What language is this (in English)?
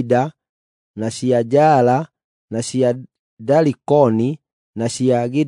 Kikuyu